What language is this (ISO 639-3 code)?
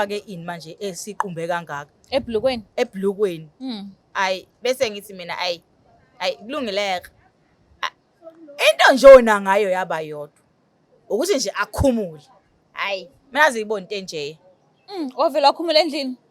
zul